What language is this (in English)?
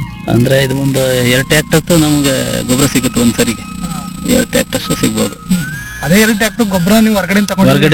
Kannada